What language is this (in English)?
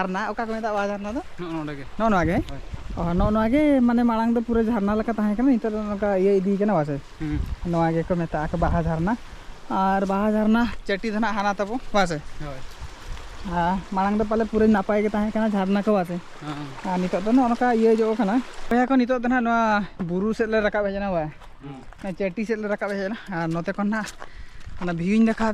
Santali